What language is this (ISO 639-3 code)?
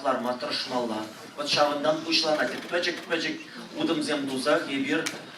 chv